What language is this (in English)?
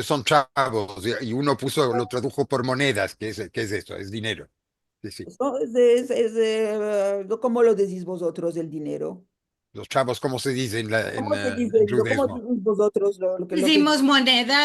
Ladino